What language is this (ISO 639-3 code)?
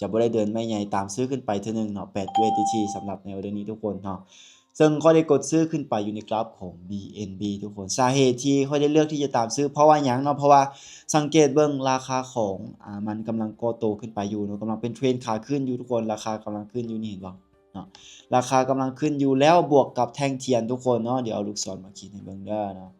lao